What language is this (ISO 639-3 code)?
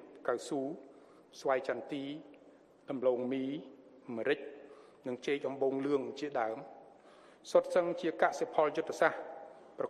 khm